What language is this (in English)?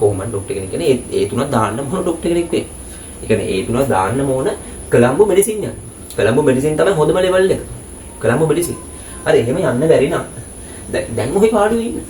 Sinhala